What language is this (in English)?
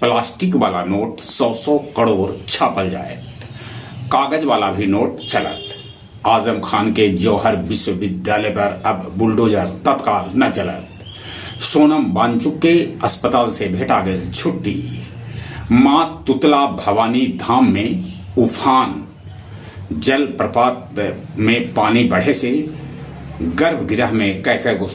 Magahi